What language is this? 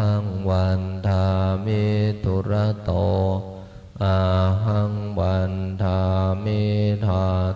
Pali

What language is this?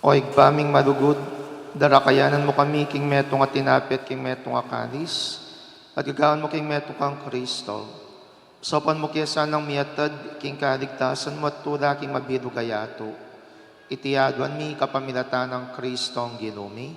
Pampanga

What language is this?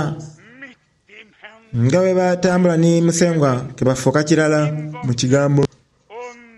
Soga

